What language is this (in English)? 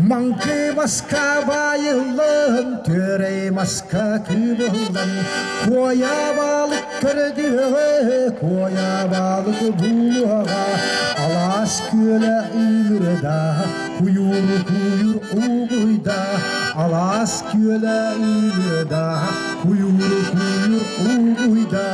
Yakut